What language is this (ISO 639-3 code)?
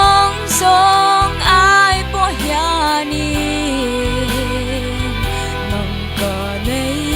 cfm